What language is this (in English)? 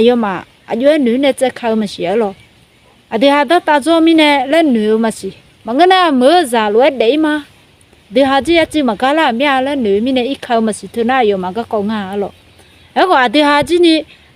Akha